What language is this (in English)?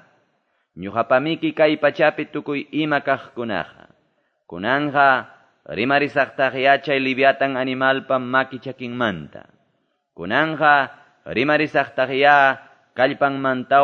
Quechua